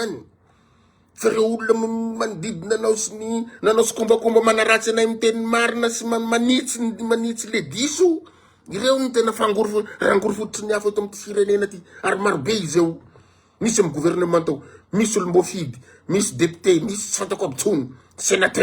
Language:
Malagasy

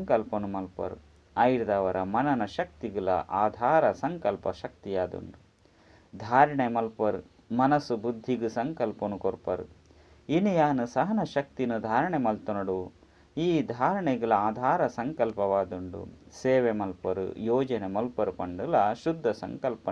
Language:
Tulu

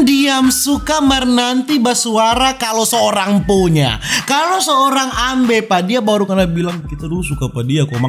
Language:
Manado Malay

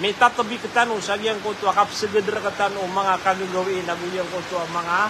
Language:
Maranao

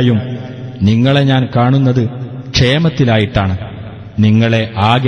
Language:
Malayalam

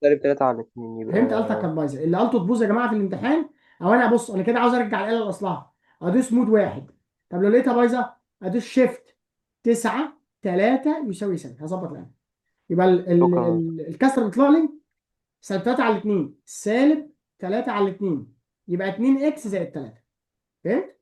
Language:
Egyptian Arabic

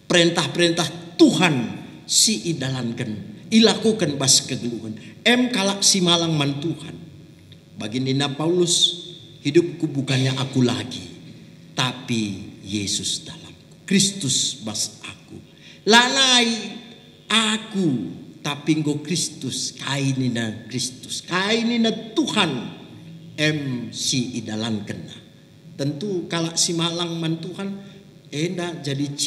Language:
Batak Karo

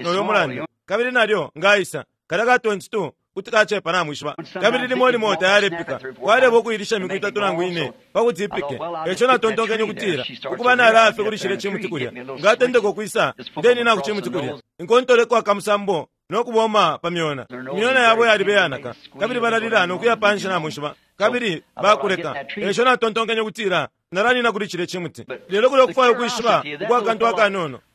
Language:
Bemba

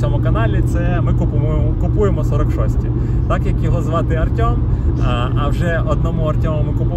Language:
Ukrainian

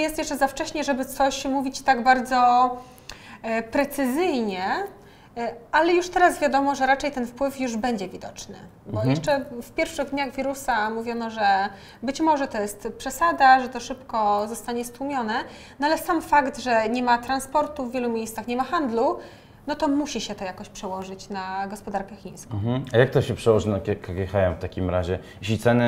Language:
Polish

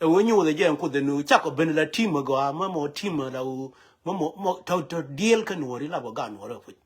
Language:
Nuer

